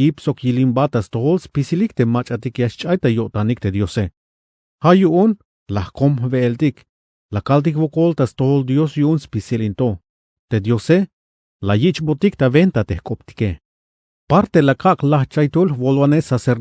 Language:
Tzeltal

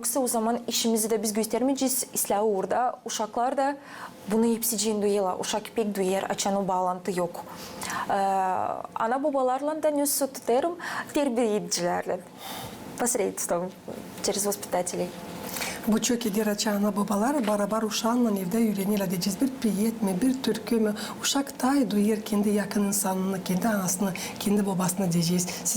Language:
Gagauz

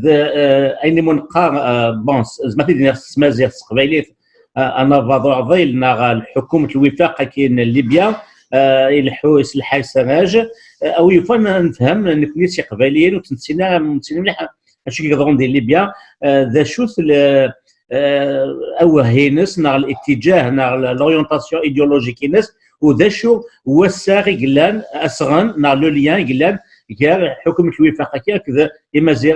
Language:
Kabyle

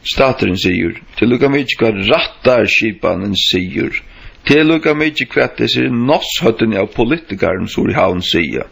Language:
Faroese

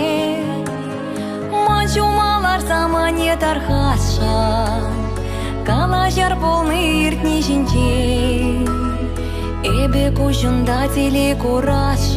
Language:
Chuvash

